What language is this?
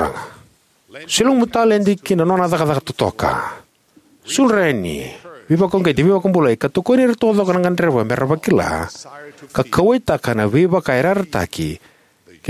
Fijian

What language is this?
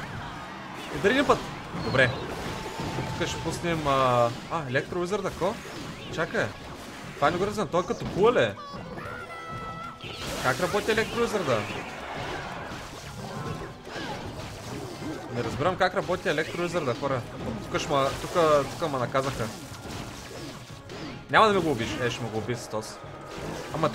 Bulgarian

